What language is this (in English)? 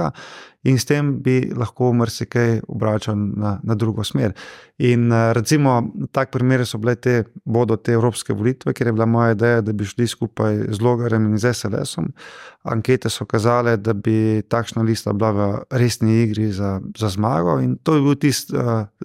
Slovenian